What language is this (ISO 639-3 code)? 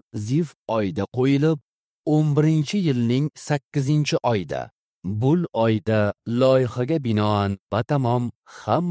uzb